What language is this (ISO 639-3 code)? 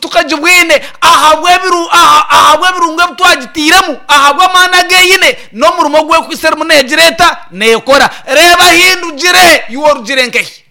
nyn